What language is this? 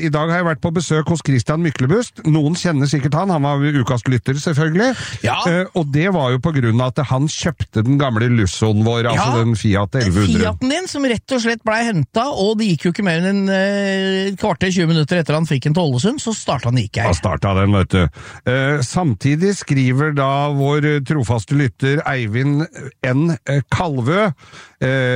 Norwegian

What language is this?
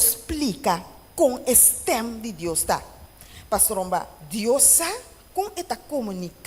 Papiamento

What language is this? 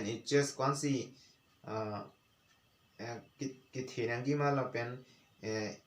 Karbi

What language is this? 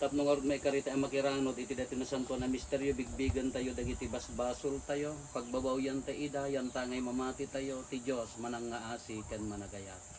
Iloko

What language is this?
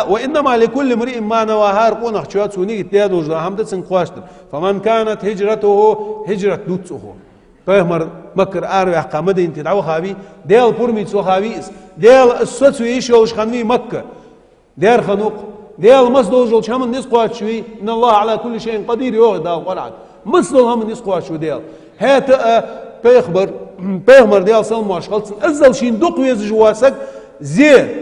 Ingush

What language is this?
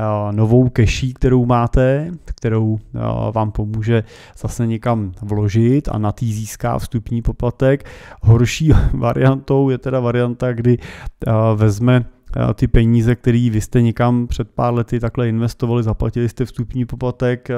Czech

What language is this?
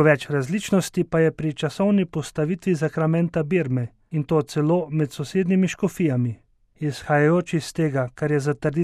Slovenian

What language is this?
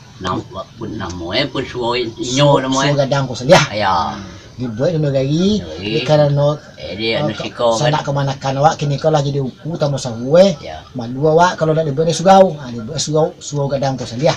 Minangkabau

